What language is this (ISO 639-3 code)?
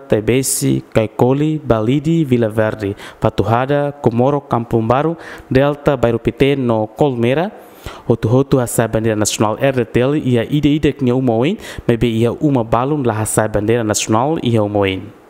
tet